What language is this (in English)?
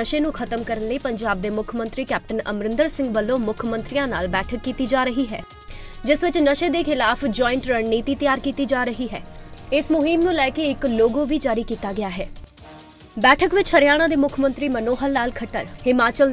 Punjabi